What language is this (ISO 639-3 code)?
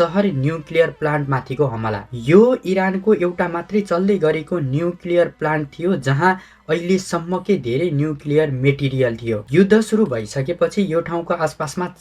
nep